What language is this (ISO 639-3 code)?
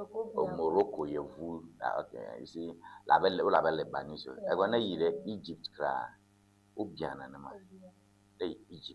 ewe